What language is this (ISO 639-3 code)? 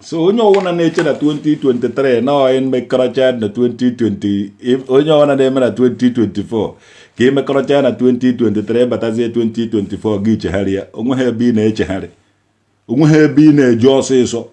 ibo